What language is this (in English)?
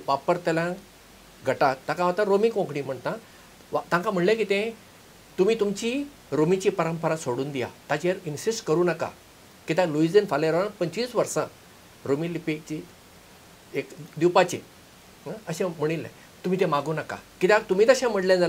Konkani